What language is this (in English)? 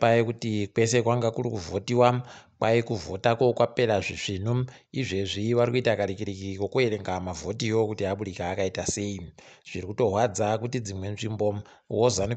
Ndau